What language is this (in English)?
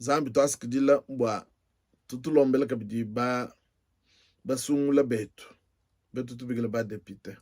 Luba-Lulua